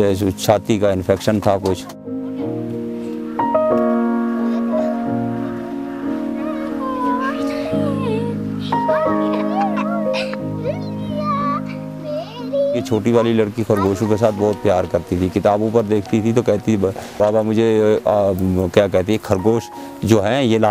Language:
Hindi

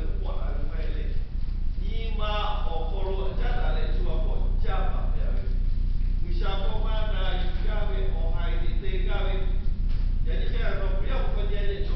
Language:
Lahu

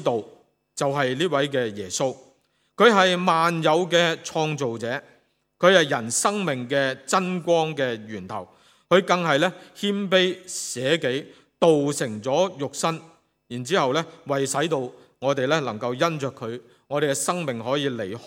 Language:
Cantonese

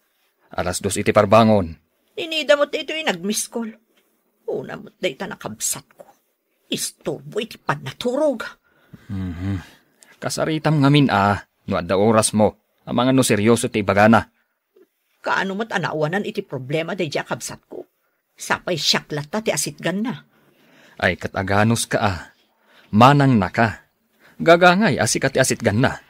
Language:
Iloko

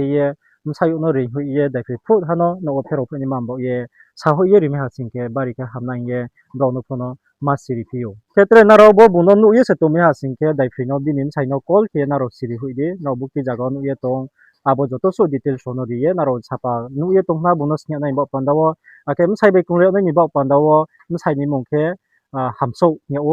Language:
Riang (India)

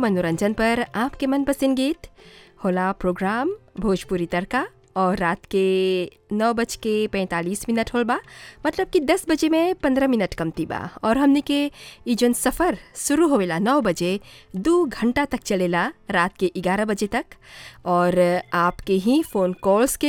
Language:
Bhojpuri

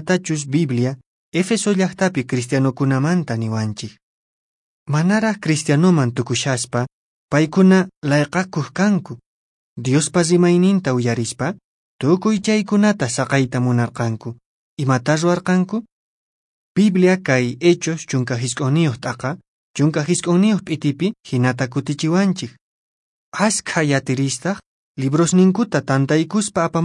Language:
Quechua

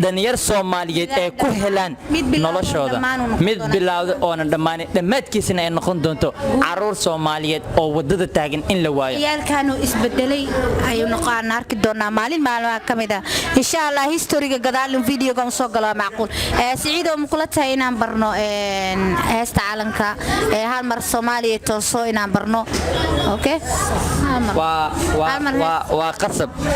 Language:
Somali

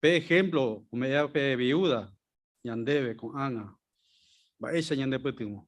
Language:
Guarani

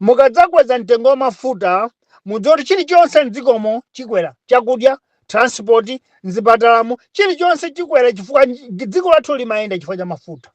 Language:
Nyanja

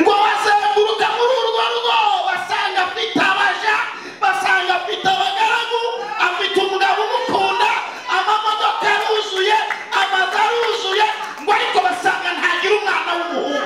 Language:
Kinyarwanda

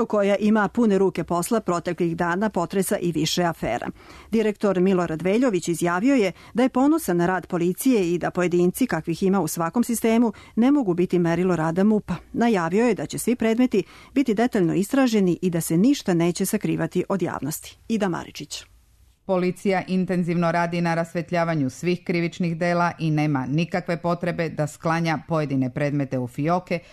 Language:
Serbian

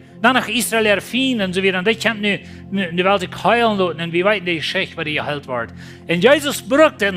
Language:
Plautdietsch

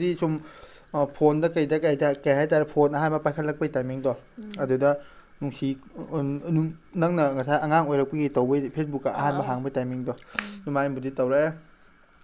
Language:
Manipuri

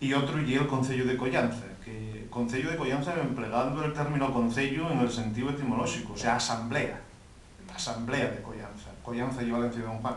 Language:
Asturian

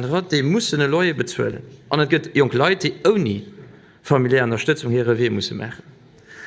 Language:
Luxembourgish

